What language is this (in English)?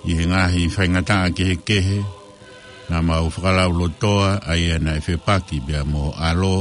Tongan